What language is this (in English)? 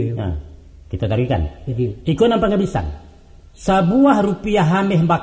Minangkabau